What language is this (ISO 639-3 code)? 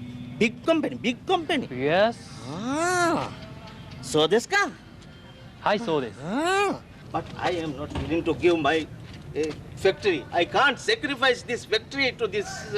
div